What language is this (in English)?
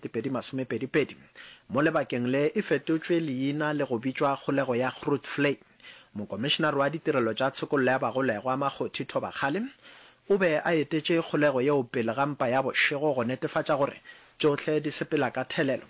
Northern Sotho